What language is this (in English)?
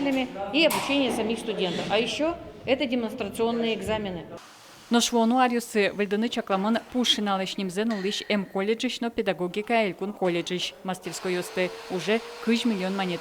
Udmurt